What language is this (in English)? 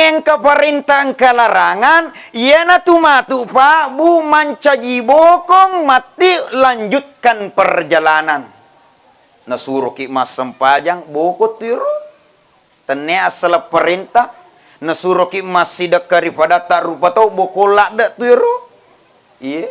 Buginese